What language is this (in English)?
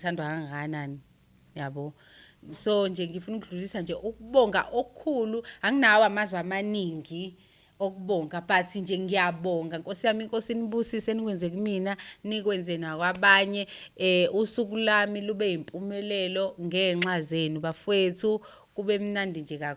Zulu